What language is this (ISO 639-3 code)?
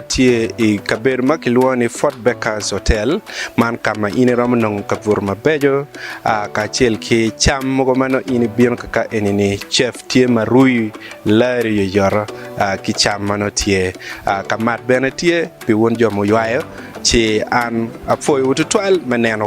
ach